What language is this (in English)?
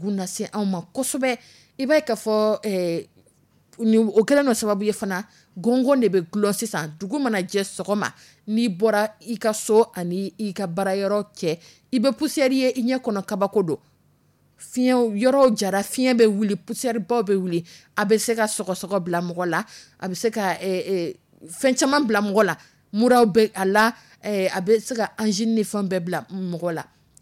Dyula